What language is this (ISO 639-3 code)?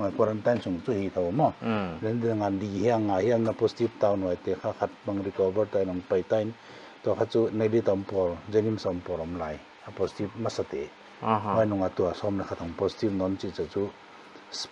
pck